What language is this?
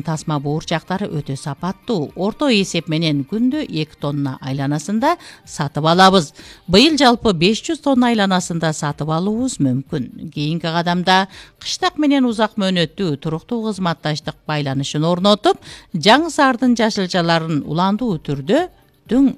Kyrgyz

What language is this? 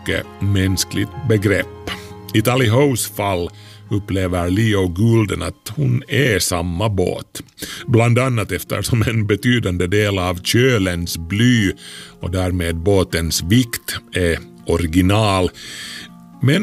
Swedish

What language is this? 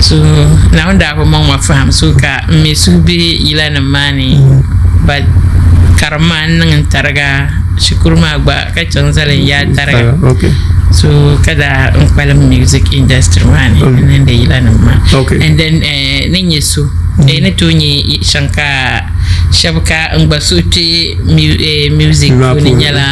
Dagbani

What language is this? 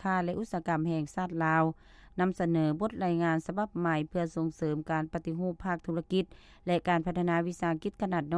Lao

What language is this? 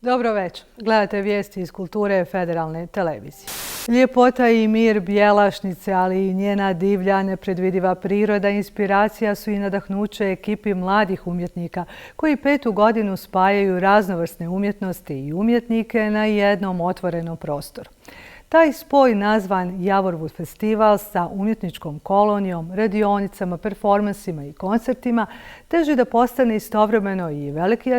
Bosnian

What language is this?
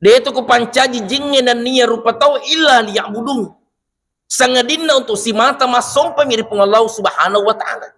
Buginese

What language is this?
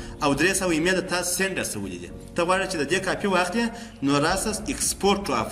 Pashto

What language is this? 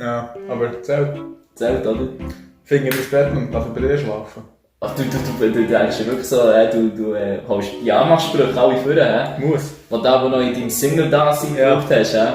Swiss German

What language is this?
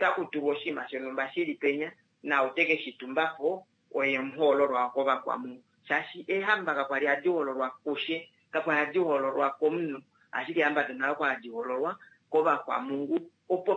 Kuanyama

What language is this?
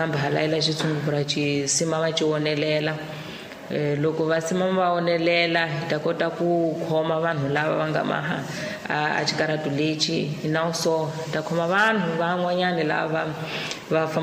Tsonga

